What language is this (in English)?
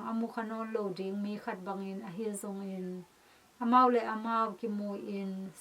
Tedim Chin